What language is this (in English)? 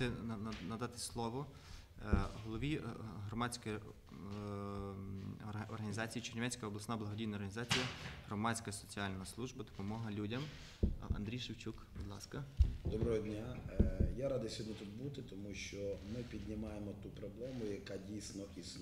Ukrainian